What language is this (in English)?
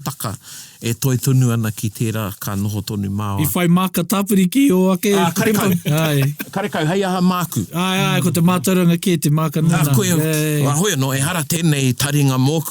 Māori